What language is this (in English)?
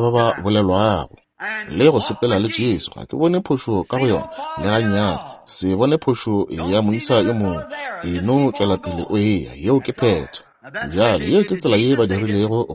Northern Sotho